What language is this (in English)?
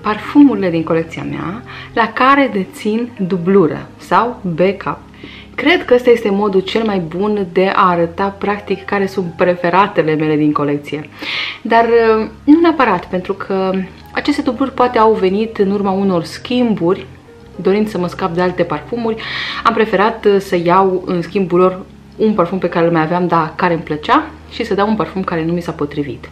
Romanian